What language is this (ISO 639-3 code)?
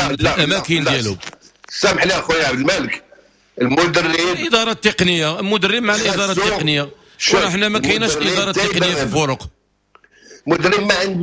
ary